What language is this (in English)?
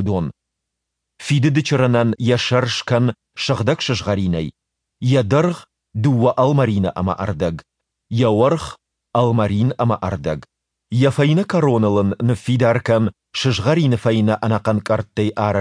Ossetic